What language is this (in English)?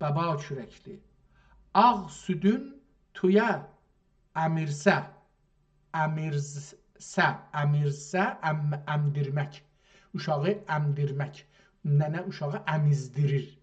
South Azerbaijani